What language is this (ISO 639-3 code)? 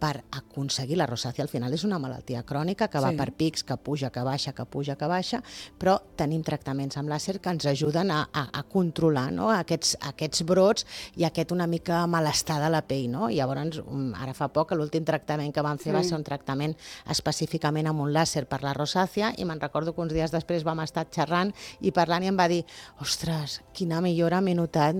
cat